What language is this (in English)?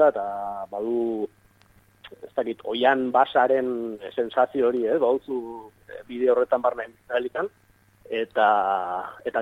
Basque